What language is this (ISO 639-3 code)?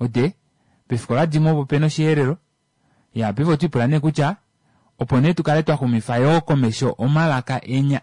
kua